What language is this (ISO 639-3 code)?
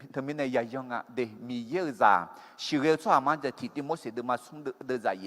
ahk